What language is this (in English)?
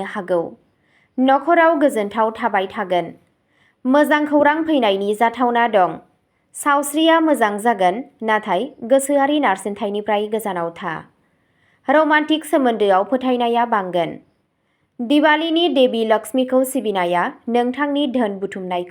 Bodo